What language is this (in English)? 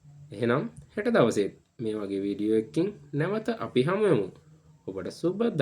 Sinhala